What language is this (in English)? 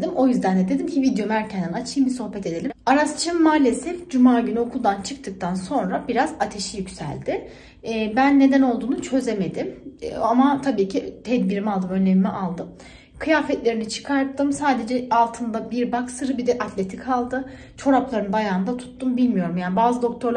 Turkish